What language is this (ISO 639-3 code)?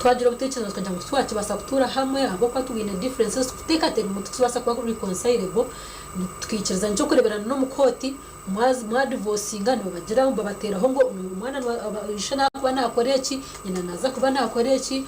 nyn